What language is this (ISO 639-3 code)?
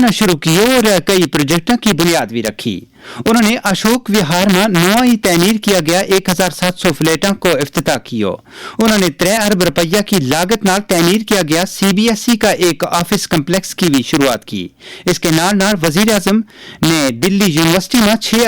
gju